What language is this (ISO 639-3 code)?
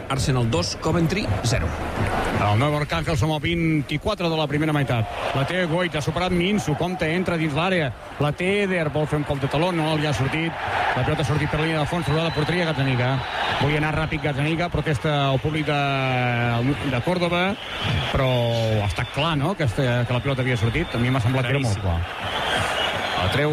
cat